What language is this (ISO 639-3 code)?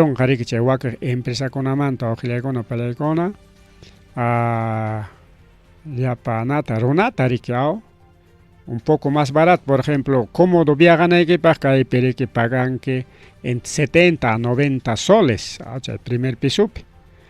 quy